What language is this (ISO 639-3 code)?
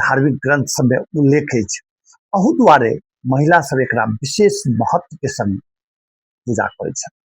mai